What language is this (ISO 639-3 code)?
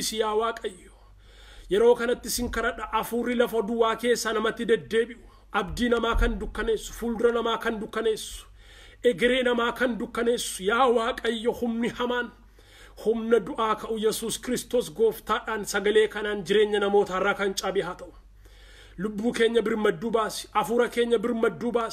orm